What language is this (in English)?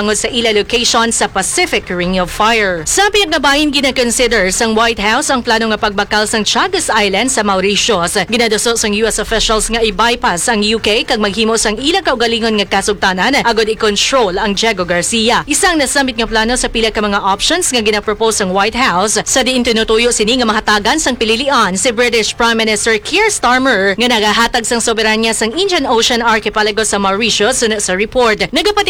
Hiligaynon